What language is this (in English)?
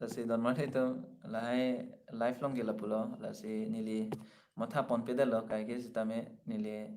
Karbi